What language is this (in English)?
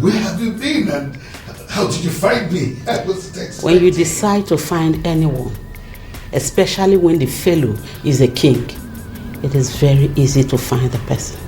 Nigerian Pidgin